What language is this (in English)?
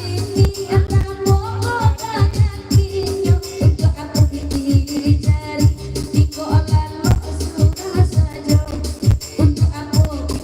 Minangkabau